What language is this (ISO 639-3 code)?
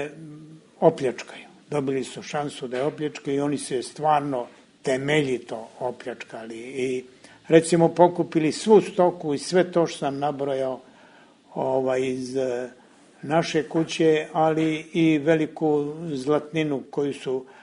srp